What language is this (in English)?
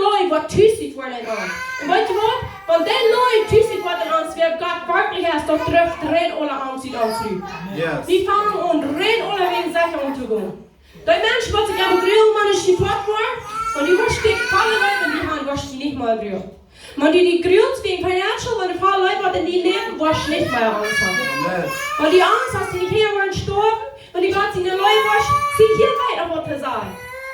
Plautdietsch